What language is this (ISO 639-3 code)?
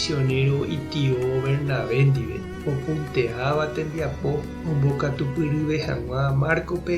grn